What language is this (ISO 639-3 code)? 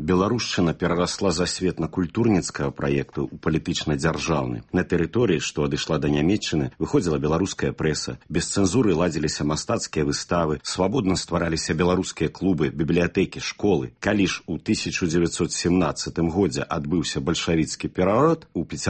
bel